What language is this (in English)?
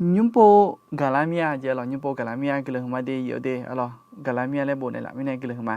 Akha